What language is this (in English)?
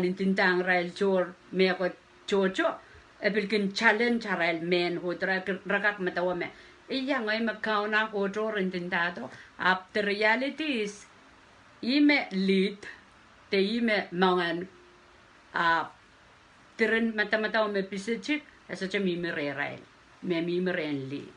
Pohnpeian